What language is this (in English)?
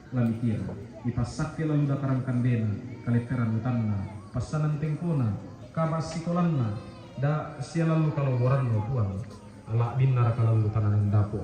Toraja-Sa'dan